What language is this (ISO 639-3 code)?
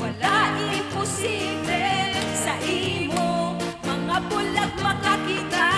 hil